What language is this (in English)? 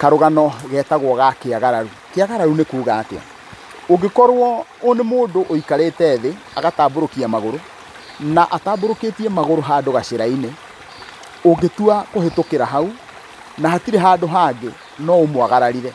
Kikuyu